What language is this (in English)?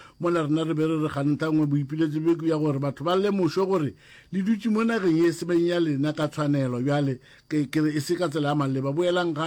Northern Sotho